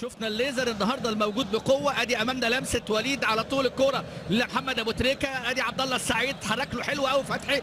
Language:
Egyptian Arabic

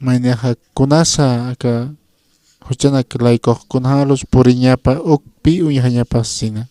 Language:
Aymara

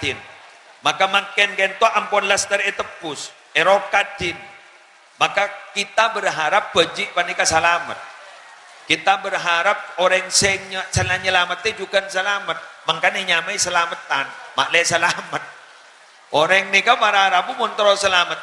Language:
Madurese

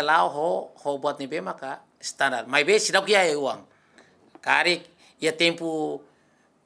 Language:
Tetum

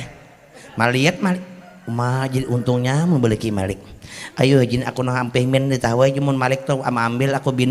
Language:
Banjar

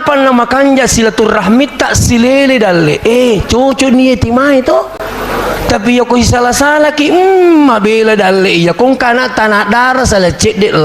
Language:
Buginese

